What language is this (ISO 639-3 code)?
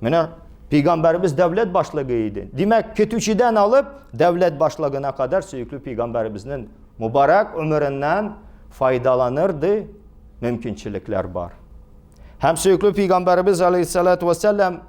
tat